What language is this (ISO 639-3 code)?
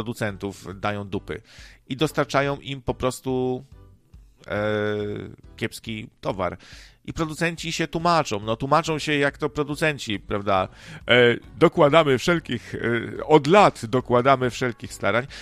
pol